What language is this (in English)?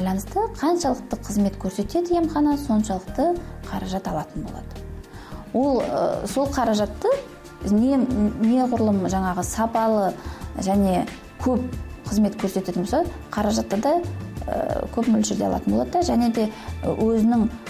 Kazakh